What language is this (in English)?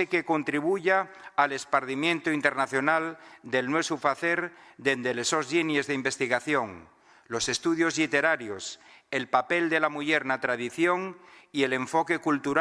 Asturian